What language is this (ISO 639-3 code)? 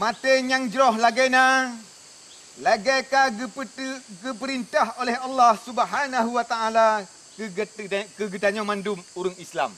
ace